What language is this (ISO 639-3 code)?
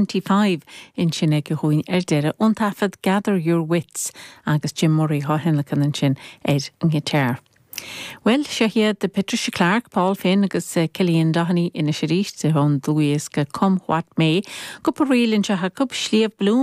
gle